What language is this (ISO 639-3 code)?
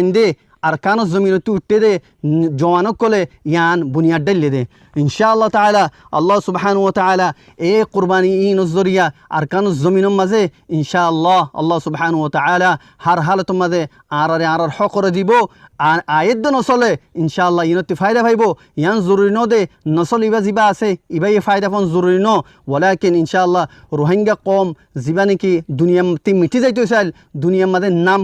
rhg